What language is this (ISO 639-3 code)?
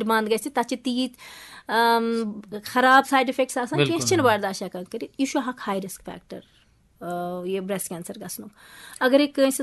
kas